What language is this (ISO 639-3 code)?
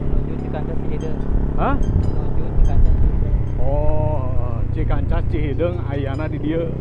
sun